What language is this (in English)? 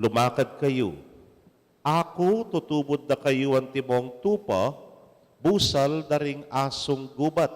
Pampanga